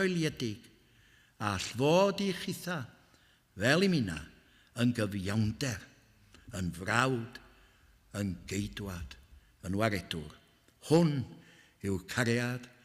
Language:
Welsh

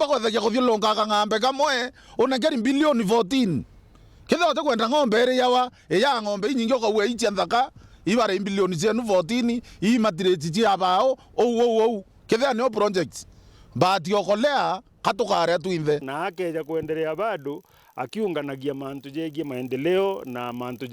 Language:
Meru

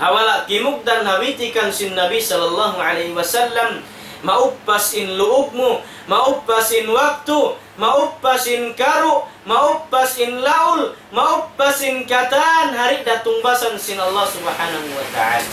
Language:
Tausug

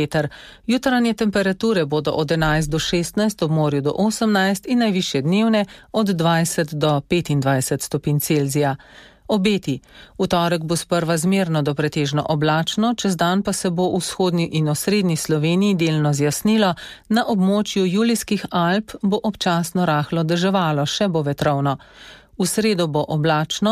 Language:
Slovenian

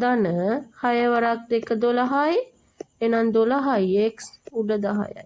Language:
Sinhala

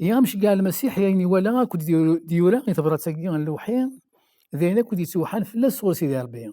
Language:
Kabyle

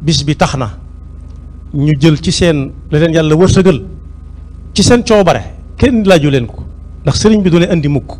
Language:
Wolof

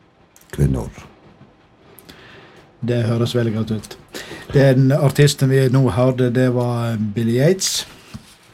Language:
Norwegian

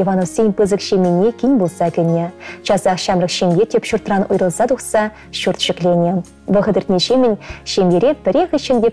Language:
Chuvash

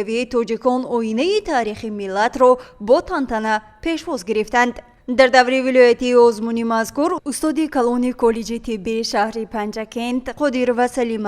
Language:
Tajik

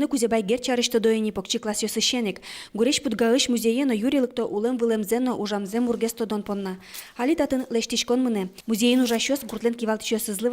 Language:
Udmurt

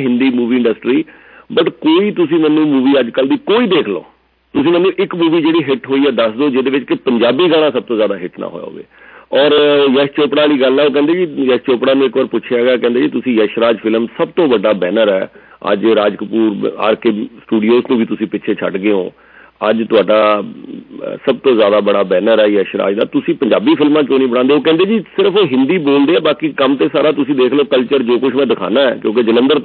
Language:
Punjabi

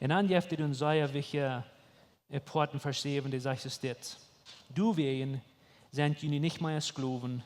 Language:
Plautdietsch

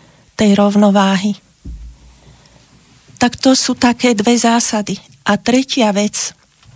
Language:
Slovak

